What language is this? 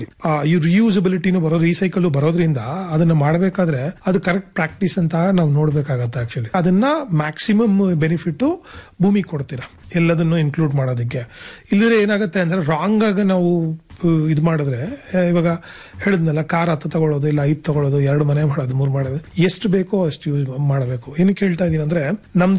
Kannada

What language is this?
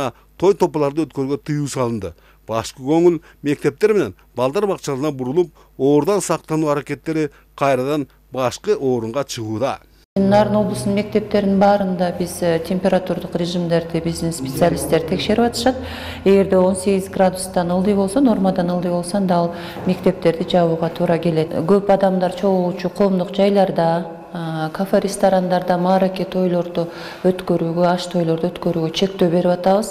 Kyrgyz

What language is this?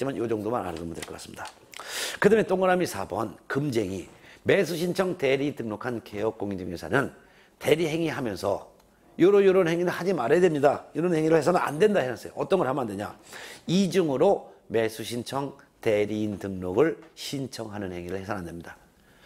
Korean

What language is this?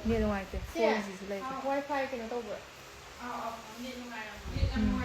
Manipuri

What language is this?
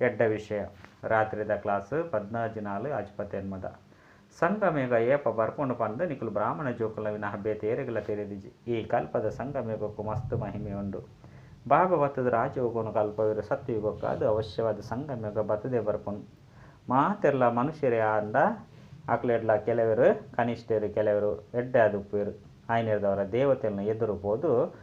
Tulu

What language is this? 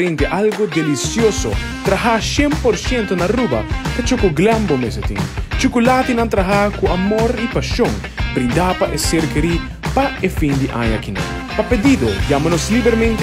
Papiamento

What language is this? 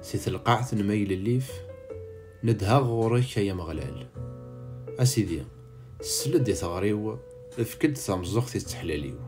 Kabyle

